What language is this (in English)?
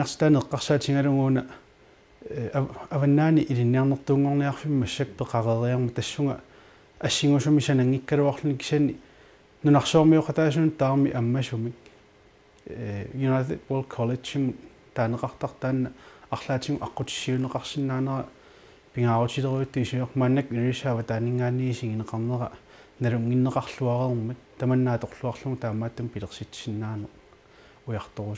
Kalaallisut